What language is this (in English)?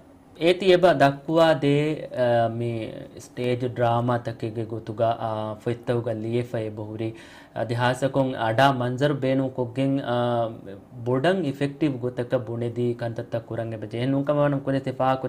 Divehi